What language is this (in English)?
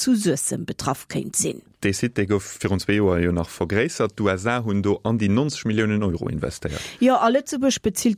Luxembourgish